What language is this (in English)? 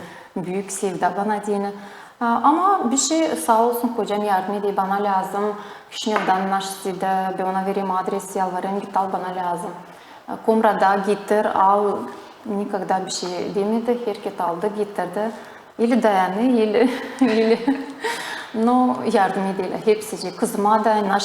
Gagauz